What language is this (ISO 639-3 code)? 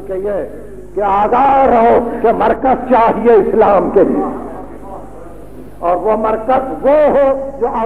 urd